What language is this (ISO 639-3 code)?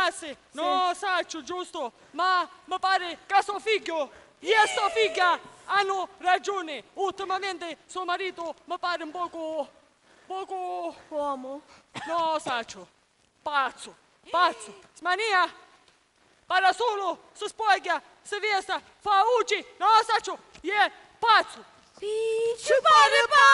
scn